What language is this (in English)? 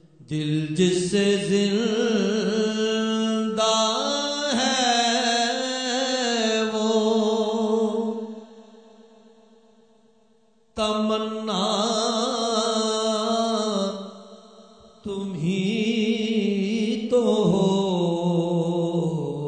Urdu